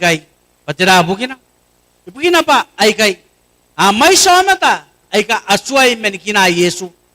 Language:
Gilbertese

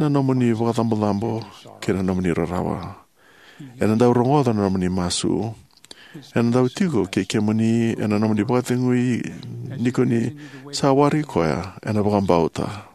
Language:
Fijian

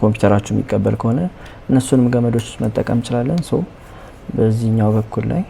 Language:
Amharic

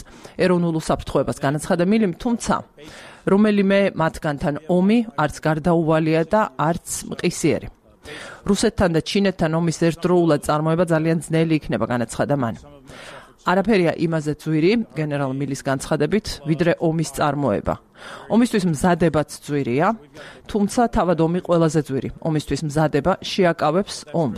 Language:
Georgian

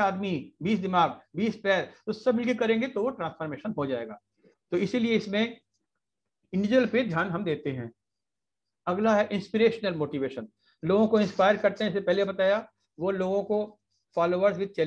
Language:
Hindi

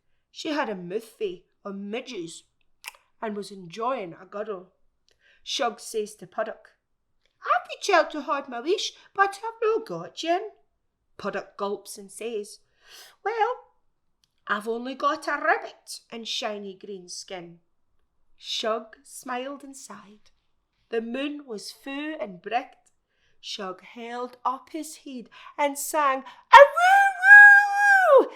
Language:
Scots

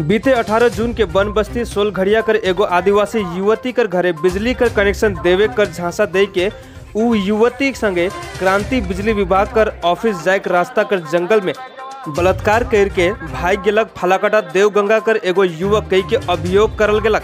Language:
Sadri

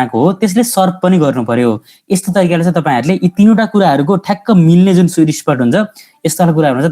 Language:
Nepali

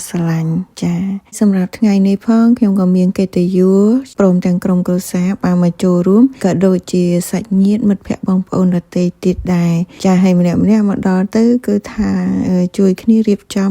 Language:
Khmer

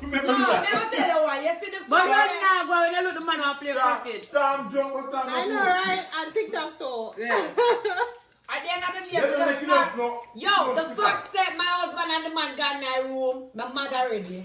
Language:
Jamaican Creole English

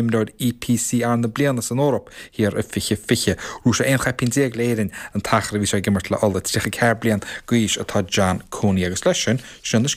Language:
Irish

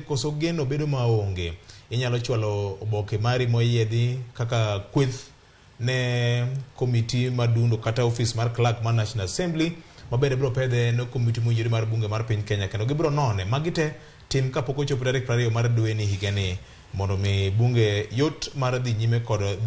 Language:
Luo (Kenya and Tanzania)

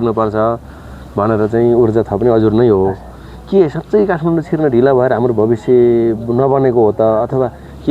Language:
Nepali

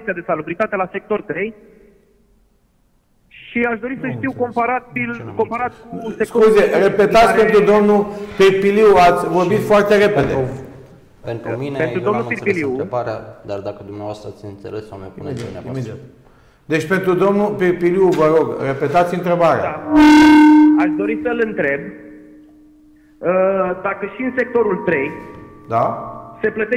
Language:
Romanian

